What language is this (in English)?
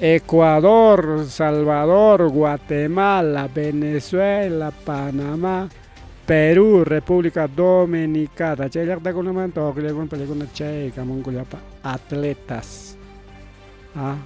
Ayacucho Quechua